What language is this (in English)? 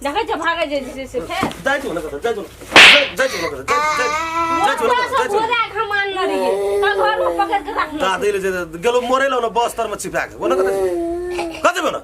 Maithili